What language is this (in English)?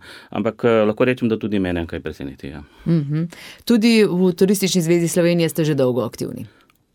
Slovenian